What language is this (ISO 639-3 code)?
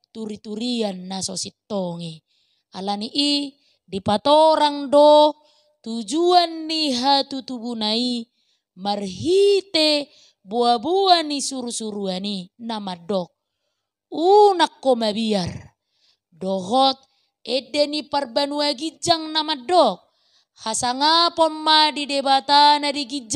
bbc